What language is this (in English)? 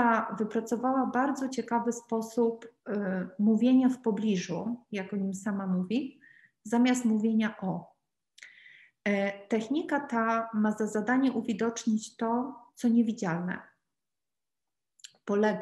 Polish